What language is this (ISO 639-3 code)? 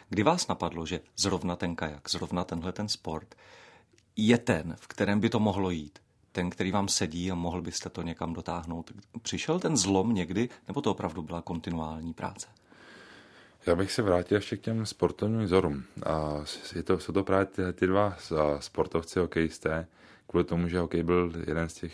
ces